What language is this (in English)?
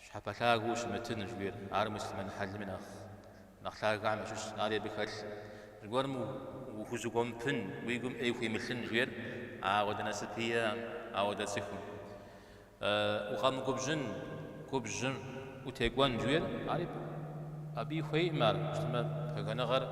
Kabardian